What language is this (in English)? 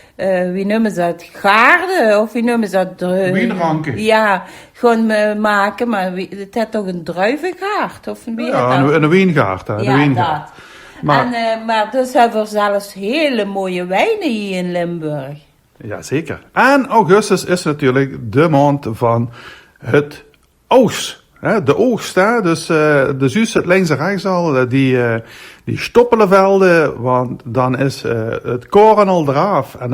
Limburgish